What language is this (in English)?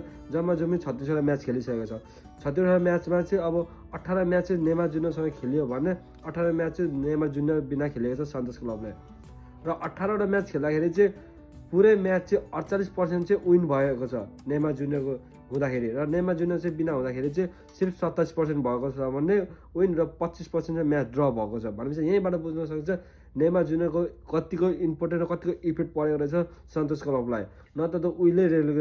Nepali